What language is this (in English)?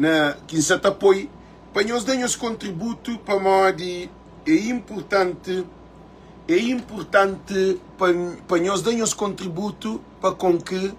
Kabuverdianu